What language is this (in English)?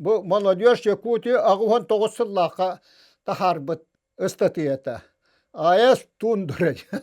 Yakut